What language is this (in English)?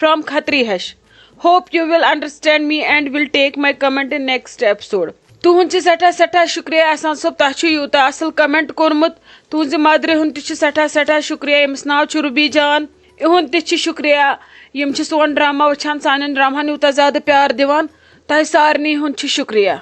Kashmiri